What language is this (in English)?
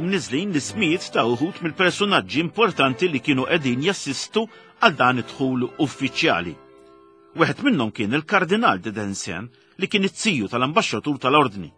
Maltese